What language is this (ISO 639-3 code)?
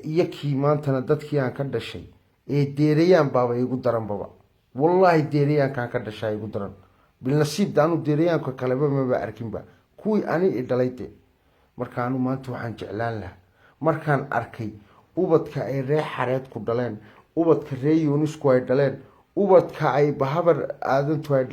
som